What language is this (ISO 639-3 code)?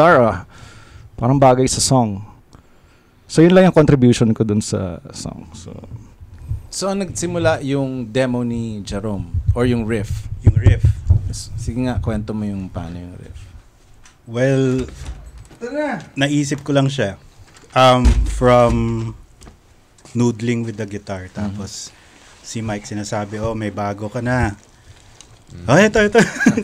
fil